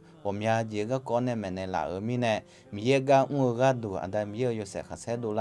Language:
Akha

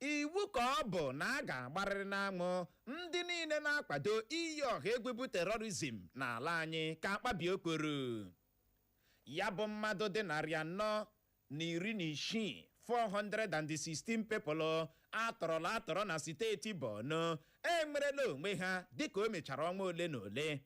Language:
Igbo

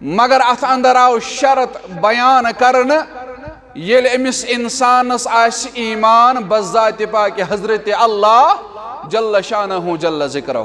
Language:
Kashmiri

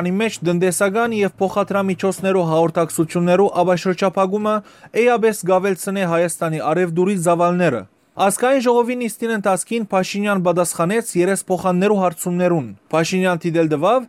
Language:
Western Armenian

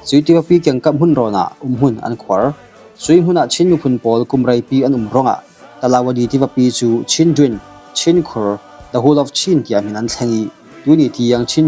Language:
Falam Chin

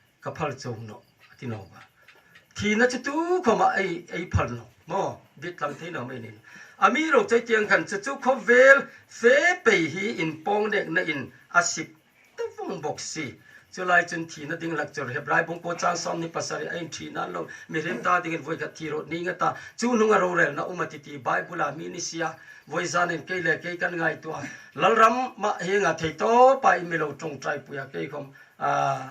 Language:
Hmar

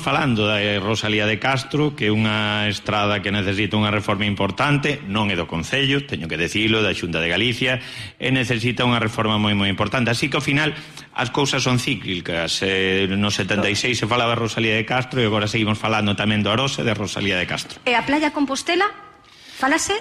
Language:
Galician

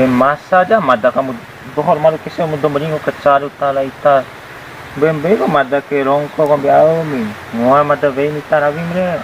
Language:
Bima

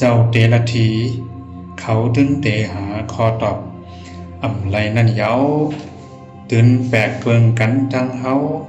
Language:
Shan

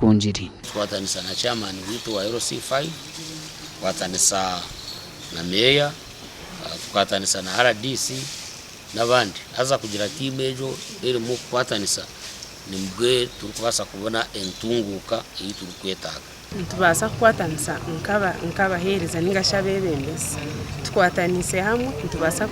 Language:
Nyankole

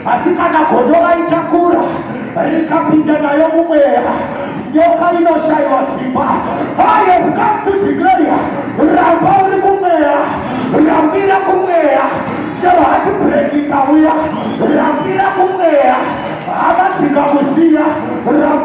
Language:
Shona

